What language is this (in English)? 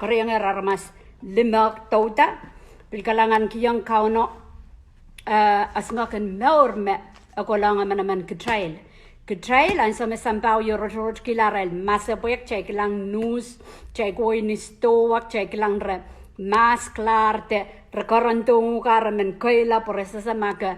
Pohnpeian